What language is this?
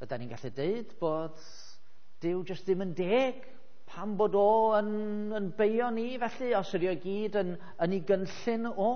Welsh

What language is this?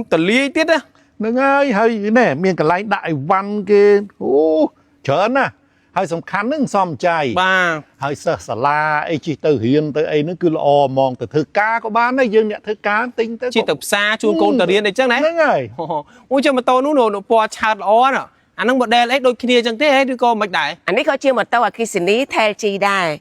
Khmer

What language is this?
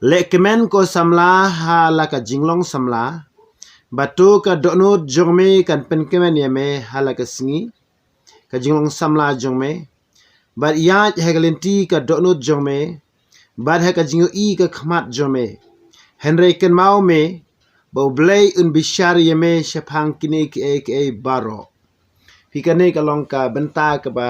Khasi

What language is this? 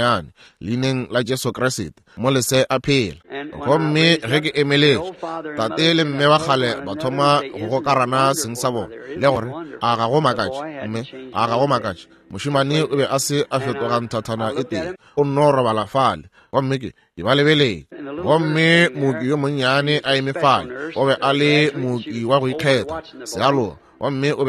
Northern Sotho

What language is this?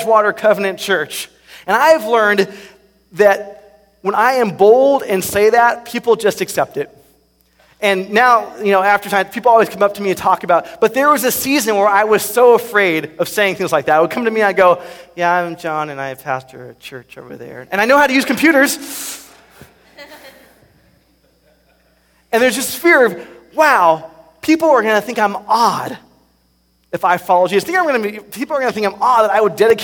English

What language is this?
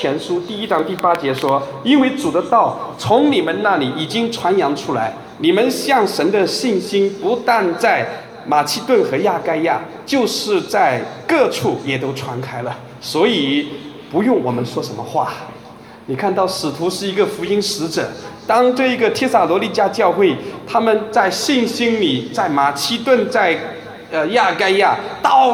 Chinese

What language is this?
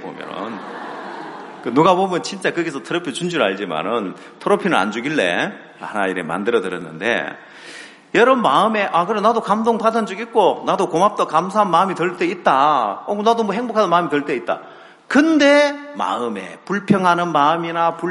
Korean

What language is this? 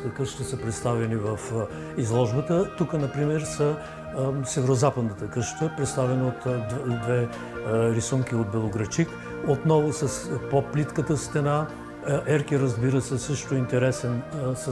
Bulgarian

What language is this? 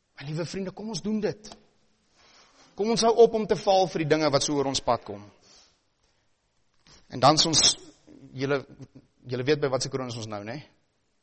Afrikaans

